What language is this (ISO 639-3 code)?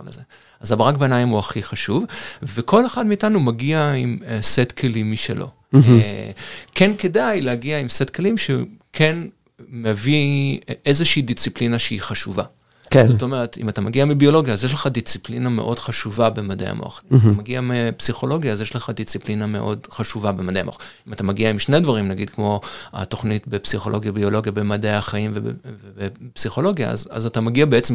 heb